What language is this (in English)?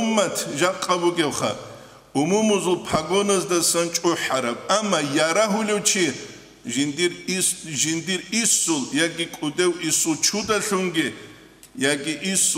Avaric